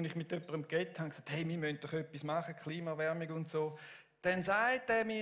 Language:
Swiss German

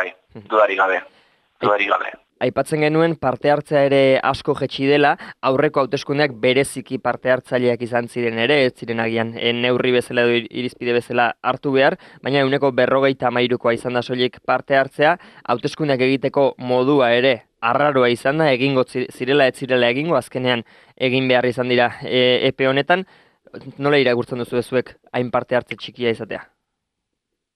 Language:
Basque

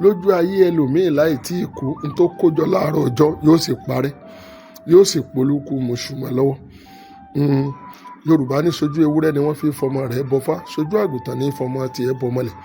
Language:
Yoruba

